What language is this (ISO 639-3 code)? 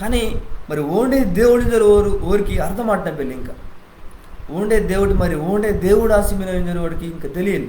kff